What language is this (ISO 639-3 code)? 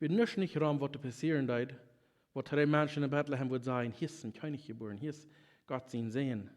pdt